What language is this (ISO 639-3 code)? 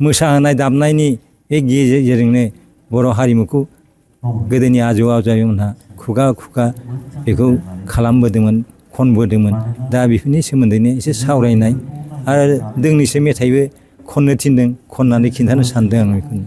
brx